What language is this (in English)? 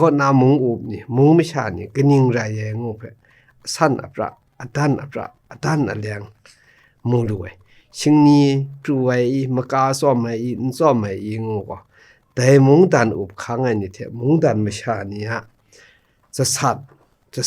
Kachin